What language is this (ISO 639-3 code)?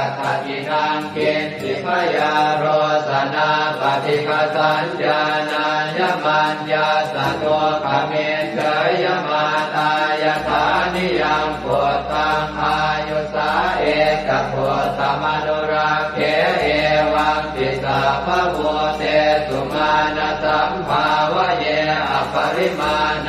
pli